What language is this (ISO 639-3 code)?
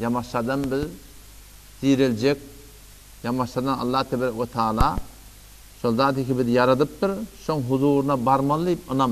tuk